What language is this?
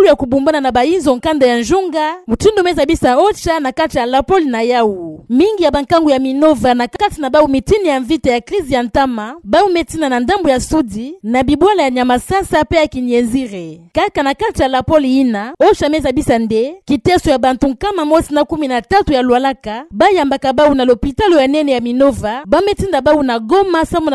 Kituba (Democratic Republic of Congo)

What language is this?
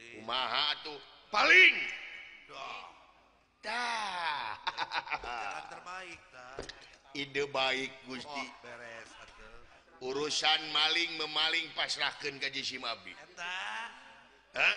Sundanese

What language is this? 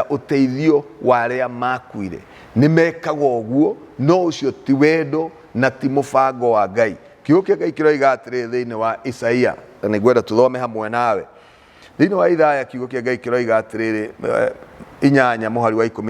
Kikuyu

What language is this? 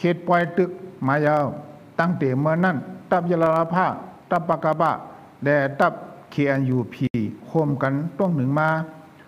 Shan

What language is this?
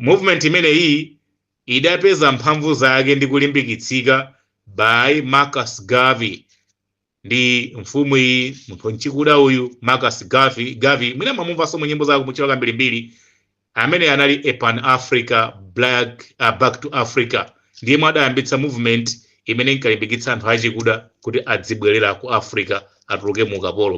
Nyanja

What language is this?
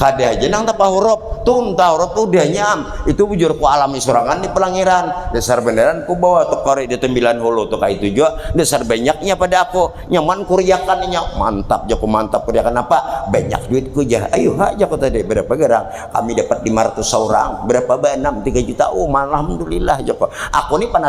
Banjar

